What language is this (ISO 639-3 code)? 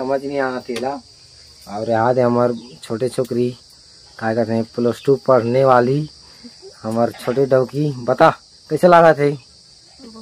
hne